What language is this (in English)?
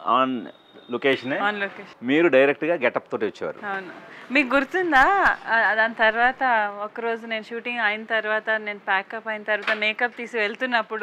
Telugu